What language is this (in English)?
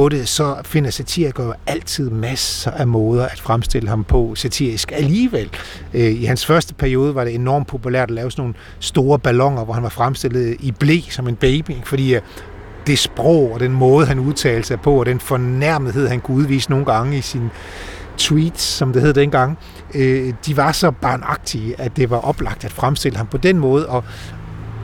Danish